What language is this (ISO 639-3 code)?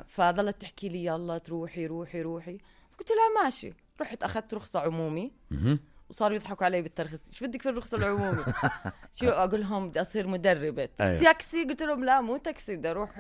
apc